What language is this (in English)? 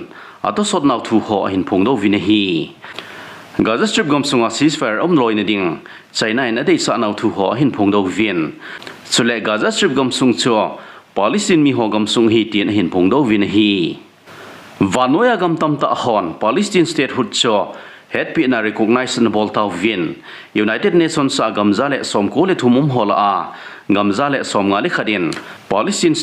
Thado Chin